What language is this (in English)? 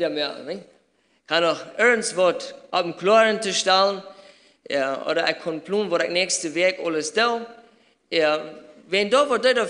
Plautdietsch